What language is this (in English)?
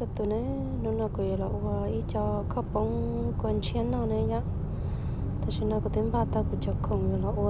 Hmong